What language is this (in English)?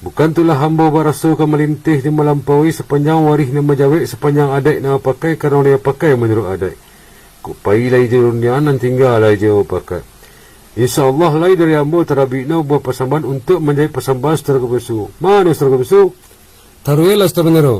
Minangkabau